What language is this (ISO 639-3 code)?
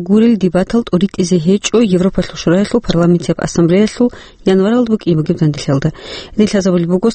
ava